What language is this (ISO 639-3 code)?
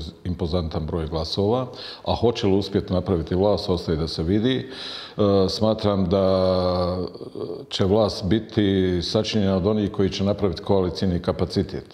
bos